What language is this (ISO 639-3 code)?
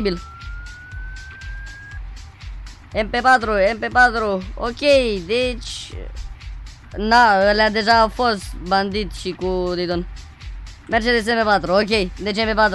ron